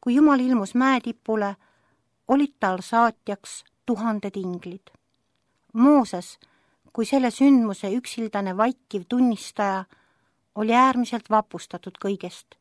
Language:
Estonian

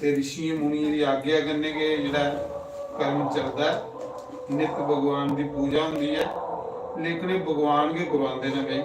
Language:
Dogri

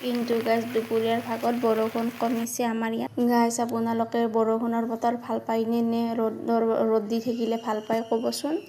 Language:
Assamese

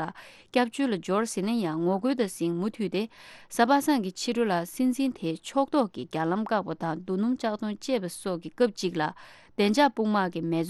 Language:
Tibetan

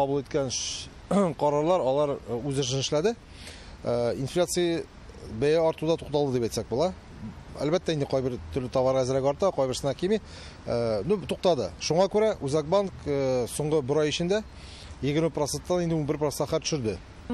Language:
Tatar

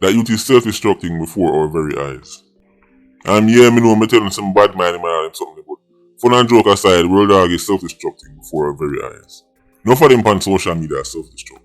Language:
Jamaican Creole English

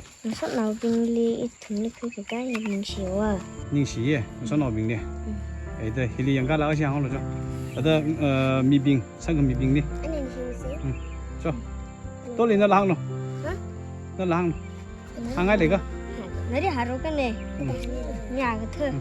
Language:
Tangkhul Naga (India)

